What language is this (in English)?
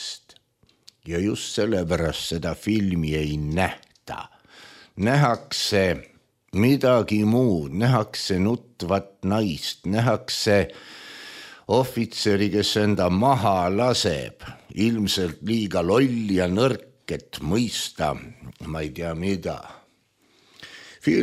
Estonian